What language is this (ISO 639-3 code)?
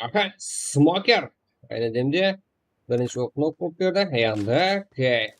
kaa